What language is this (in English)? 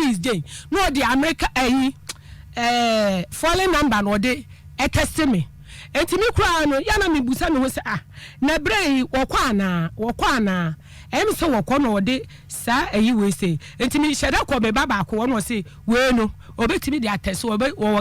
Akan